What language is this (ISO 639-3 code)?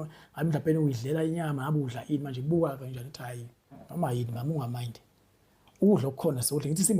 zul